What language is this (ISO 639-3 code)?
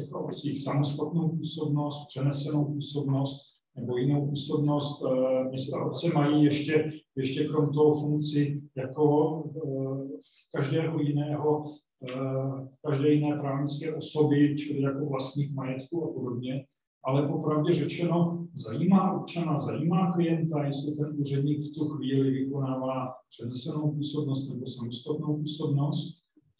ces